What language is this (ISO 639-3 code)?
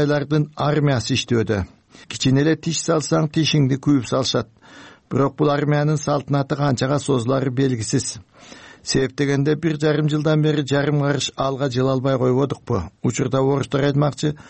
kir